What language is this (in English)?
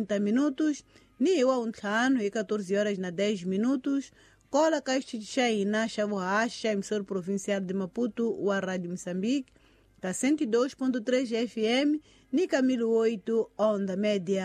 Tsonga